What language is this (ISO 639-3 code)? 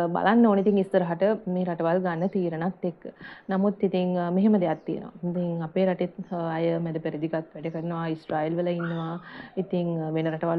sin